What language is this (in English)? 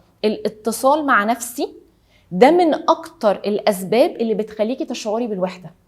Egyptian Arabic